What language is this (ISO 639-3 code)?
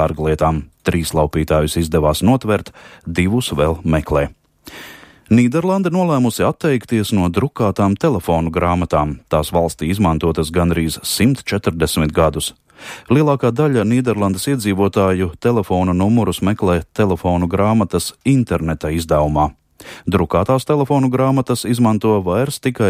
lav